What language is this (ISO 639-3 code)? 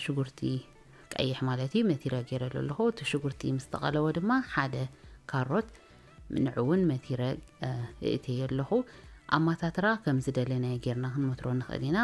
tir